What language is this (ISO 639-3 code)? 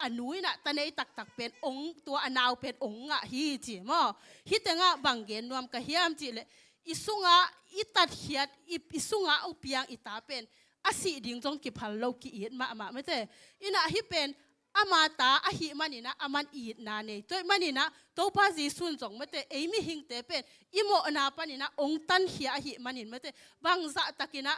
ctd